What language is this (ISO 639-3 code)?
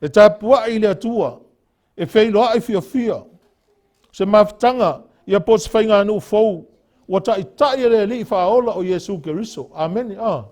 smo